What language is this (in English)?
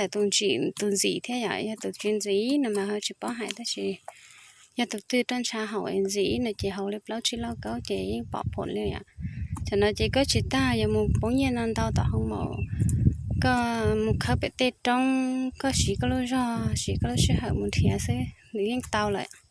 Hmong